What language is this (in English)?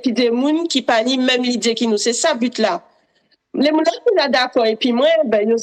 Guadeloupean Creole French